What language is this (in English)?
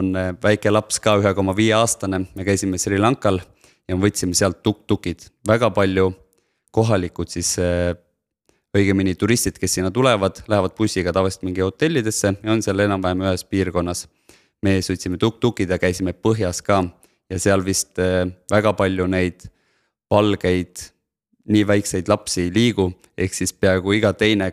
Estonian